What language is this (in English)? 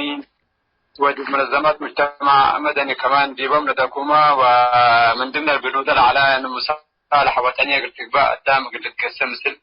Tigre